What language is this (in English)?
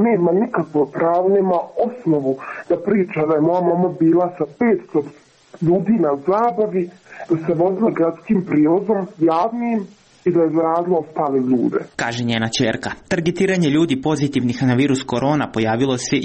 Serbian